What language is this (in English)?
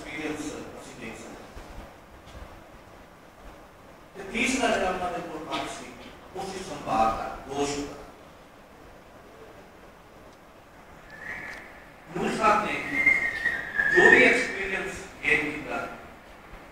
Punjabi